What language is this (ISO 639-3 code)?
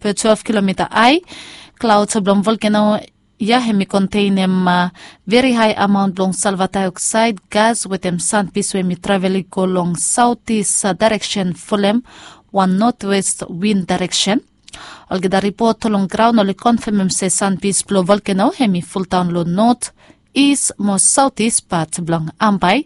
bis